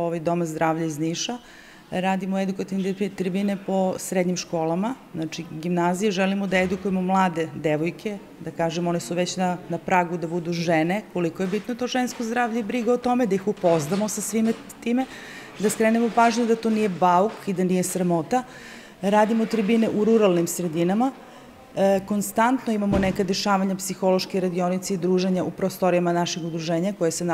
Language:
Serbian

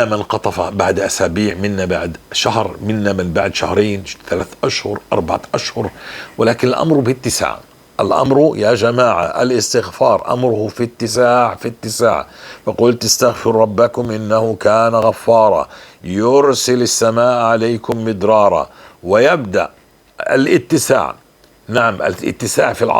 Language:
North Levantine Arabic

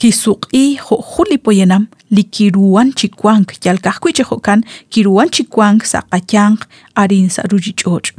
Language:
Kekchí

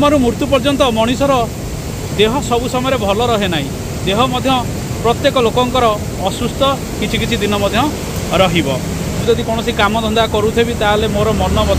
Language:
Odia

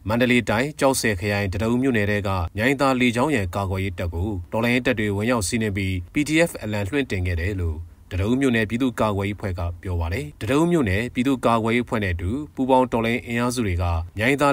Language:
Burmese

